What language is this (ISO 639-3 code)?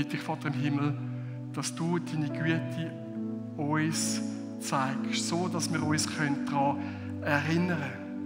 gsw